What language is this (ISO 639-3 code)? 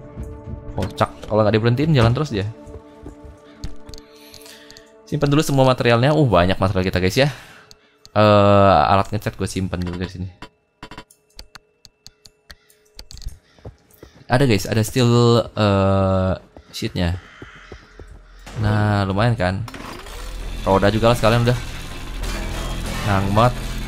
ind